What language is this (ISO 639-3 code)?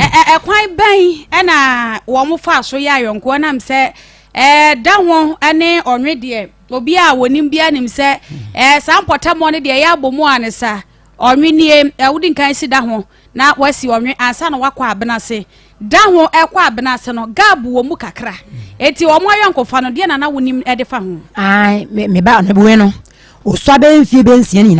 aka